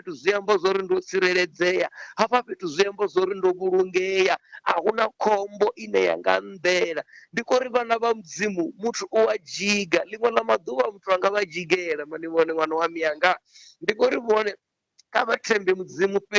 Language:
Venda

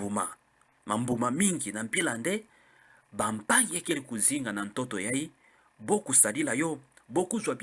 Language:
Kituba (Democratic Republic of Congo)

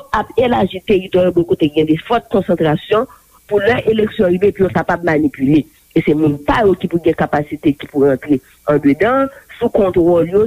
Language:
Haitian Creole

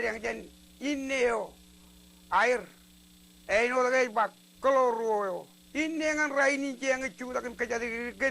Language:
Marshallese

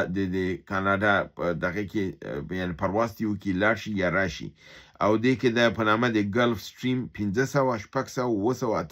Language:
Pashto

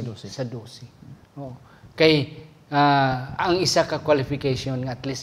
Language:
Hiligaynon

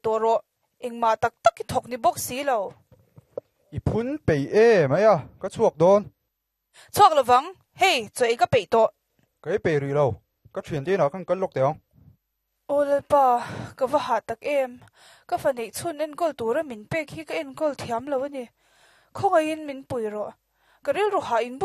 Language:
Mizo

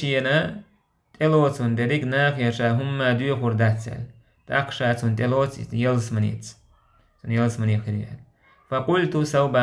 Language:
Chechen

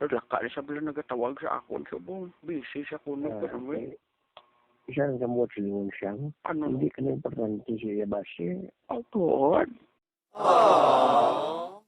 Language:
Hiligaynon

